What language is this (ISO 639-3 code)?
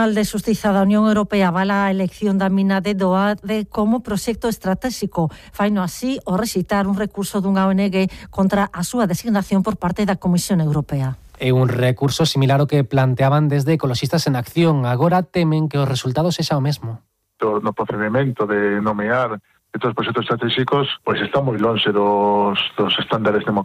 glg